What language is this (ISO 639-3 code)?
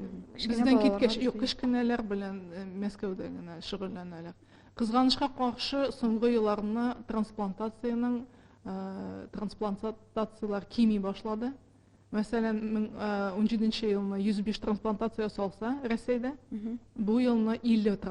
tat